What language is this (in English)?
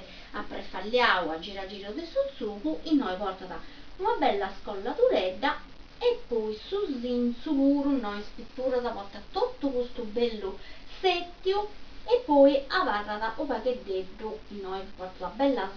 Sardinian